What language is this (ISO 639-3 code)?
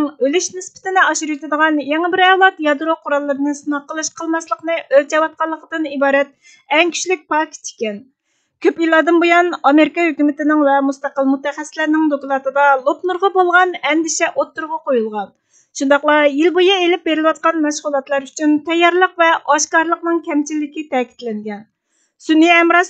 uig